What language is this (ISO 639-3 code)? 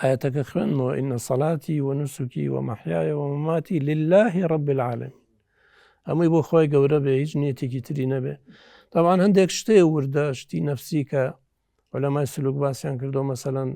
ckb